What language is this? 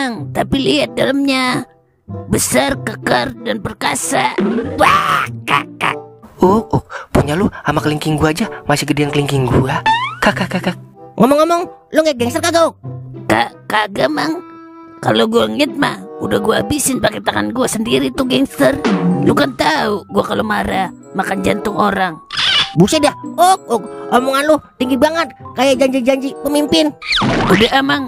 Betawi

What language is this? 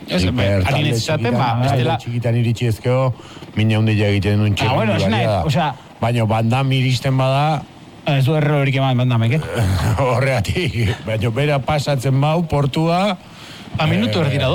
Basque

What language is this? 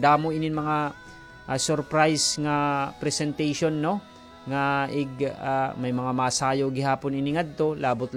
Waray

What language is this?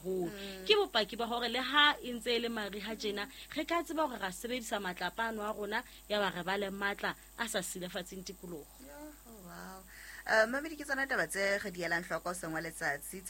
Southern Sotho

